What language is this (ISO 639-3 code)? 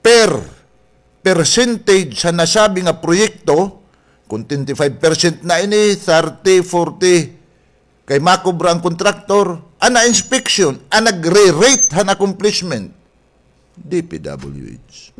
war